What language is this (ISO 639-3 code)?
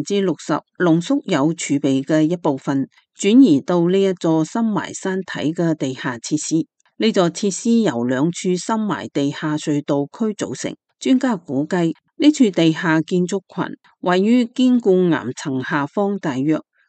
yue